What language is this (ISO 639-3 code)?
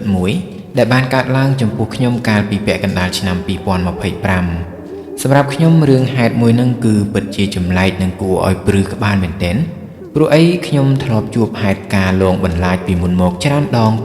khm